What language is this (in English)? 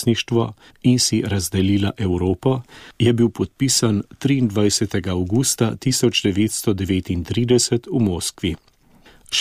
Slovenian